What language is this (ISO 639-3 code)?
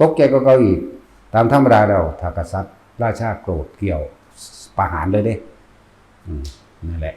tts